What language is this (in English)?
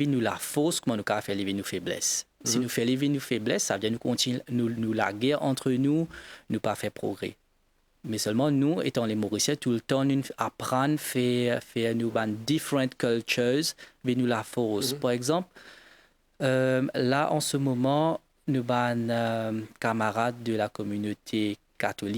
Morisyen